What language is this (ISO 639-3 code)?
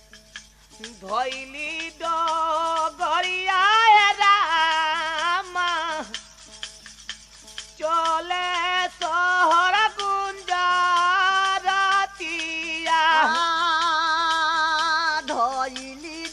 bho